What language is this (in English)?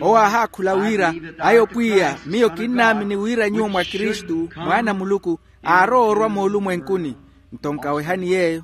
Makhuwa